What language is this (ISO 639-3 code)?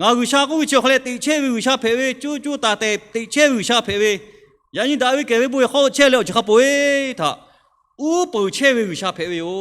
lhu